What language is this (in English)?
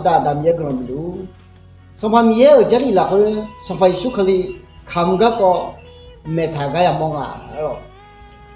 Akha